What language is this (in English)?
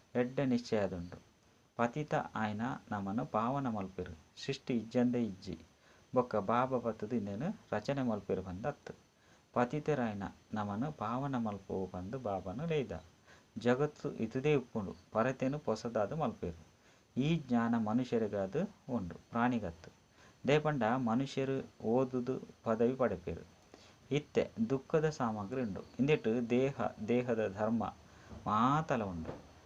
Tulu